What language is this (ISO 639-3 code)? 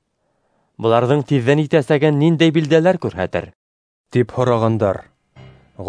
bak